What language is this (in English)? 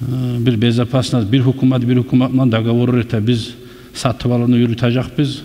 Kumyk